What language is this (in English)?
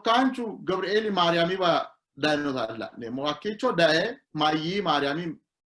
Sidamo